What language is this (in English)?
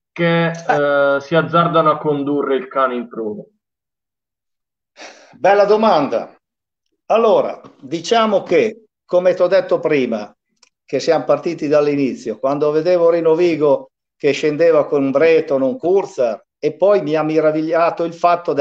Italian